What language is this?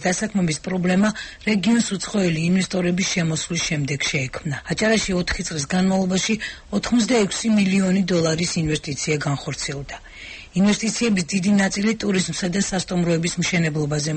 Georgian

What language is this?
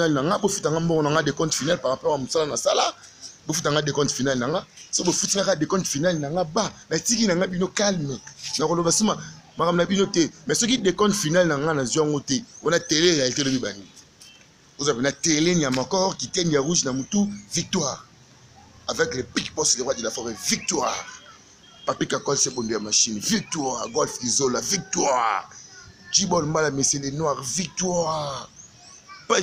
Lingala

